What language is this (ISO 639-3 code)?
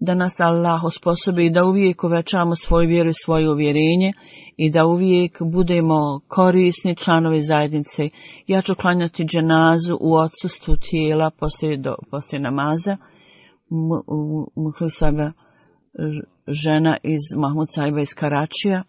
bos